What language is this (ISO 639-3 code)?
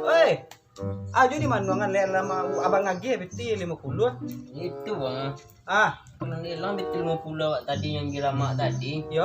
min